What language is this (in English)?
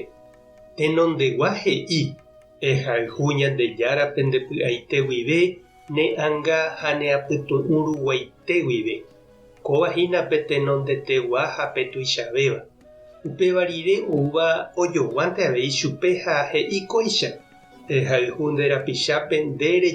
Guarani